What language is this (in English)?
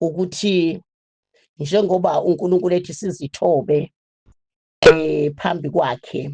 Zulu